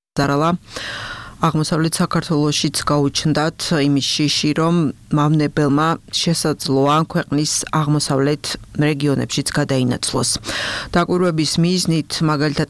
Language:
Georgian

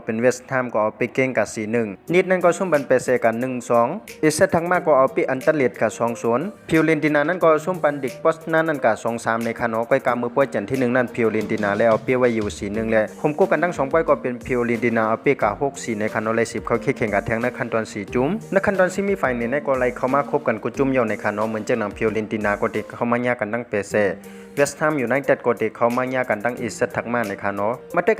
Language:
Shan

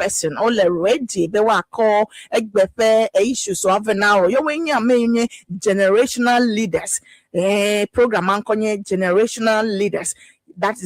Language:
Ewe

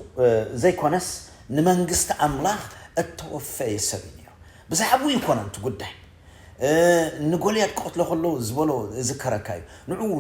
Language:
Tigrinya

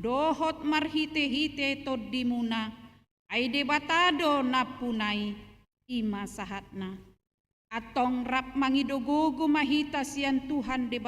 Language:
Batak Toba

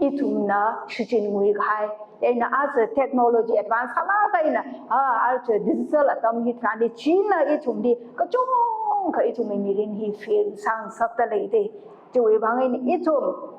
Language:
Tangkhul Naga (India)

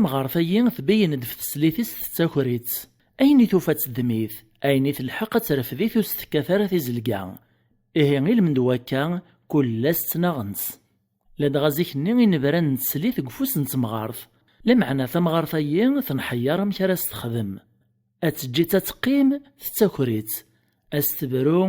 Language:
Kabyle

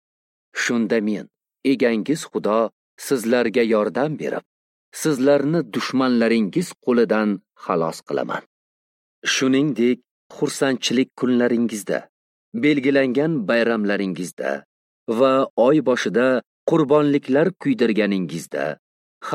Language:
Uzbek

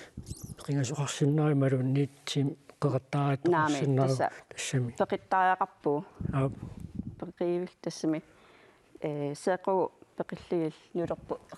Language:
Kalaallisut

